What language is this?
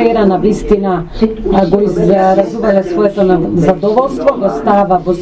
Macedonian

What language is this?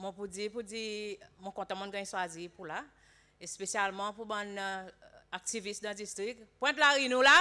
Seselwa Creole French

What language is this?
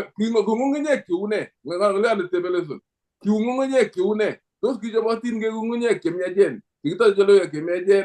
Kalenjin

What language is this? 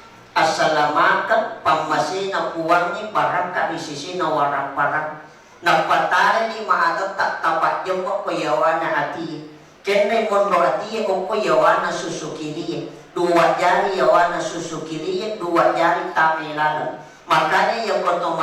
Buginese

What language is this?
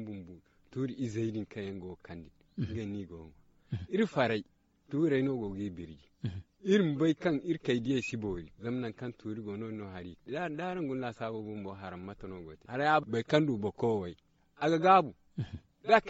Zarma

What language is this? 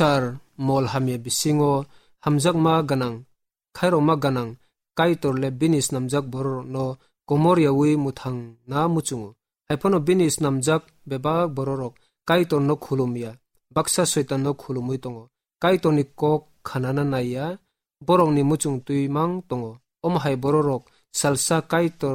Kok Borok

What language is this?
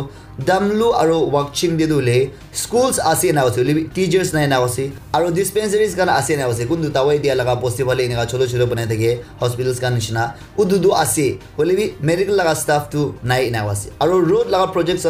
Naga Pidgin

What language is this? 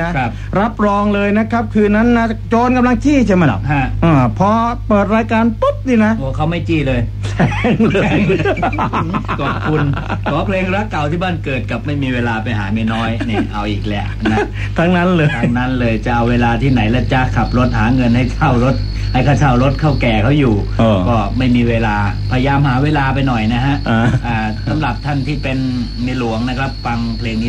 Thai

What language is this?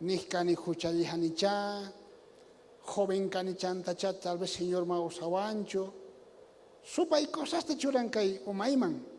South Bolivian Quechua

